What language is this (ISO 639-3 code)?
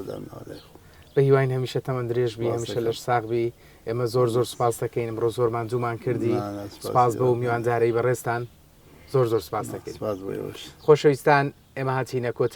ckb